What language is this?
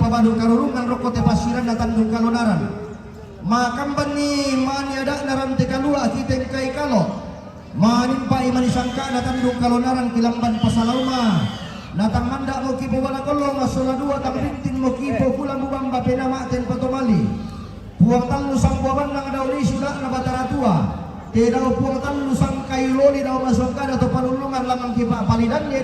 Toraja-Sa'dan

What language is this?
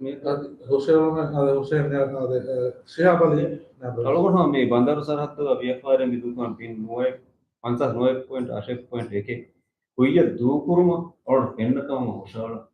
Divehi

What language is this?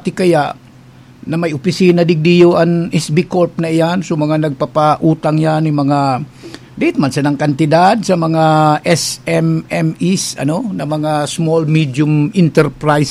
Bikol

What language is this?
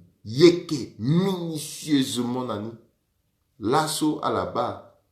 Sango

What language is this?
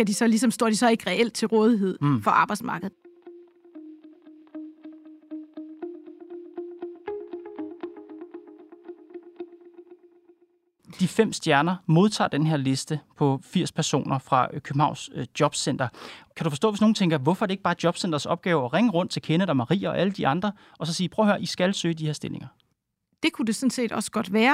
Danish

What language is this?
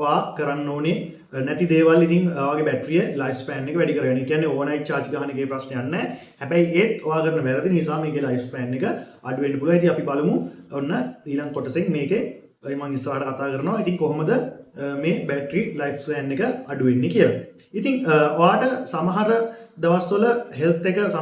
Sinhala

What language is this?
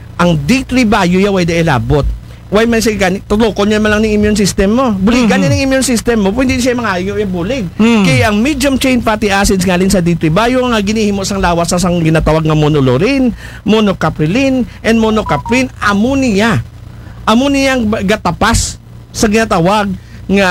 Aklanon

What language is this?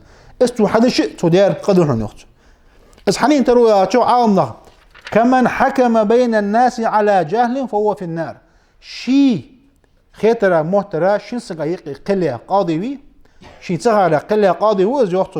Ingush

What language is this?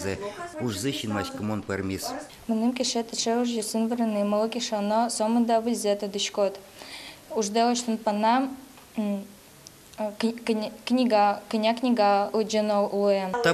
Udmurt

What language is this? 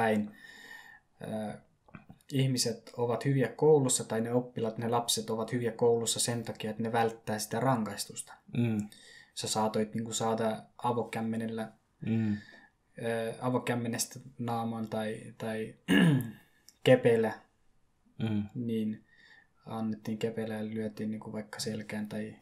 Finnish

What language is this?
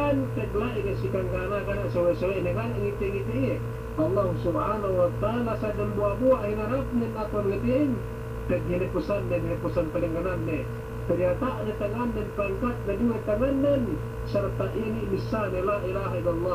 Yakan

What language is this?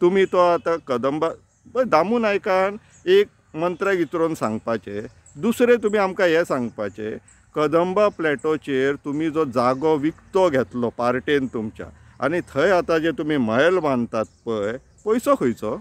Konkani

